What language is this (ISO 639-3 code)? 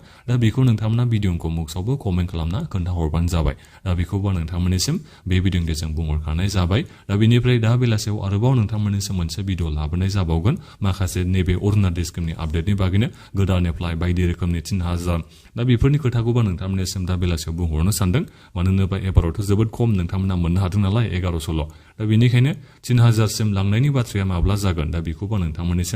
brx